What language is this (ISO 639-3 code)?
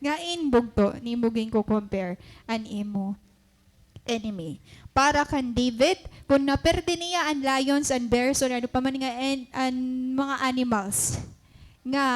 war